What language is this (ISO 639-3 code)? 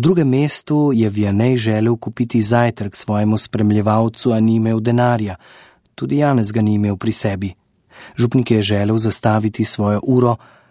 slv